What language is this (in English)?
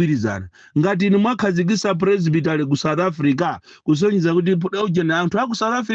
Nyanja